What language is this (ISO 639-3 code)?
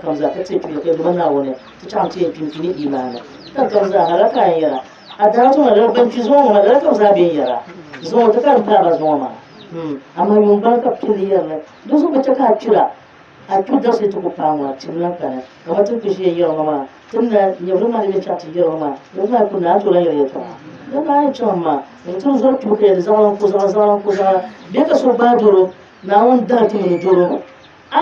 dag